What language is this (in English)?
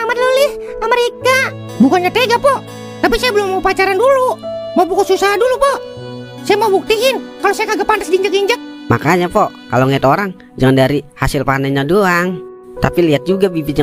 Betawi